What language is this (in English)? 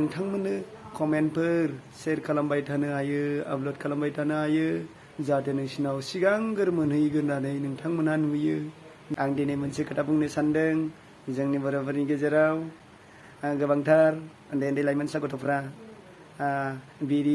Bodo